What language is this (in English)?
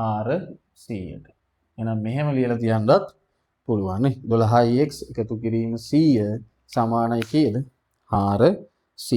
Sinhala